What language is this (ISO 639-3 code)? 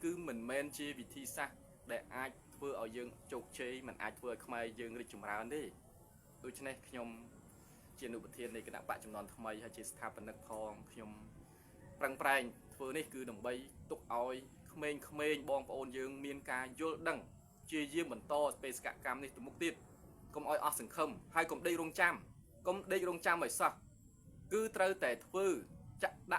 khm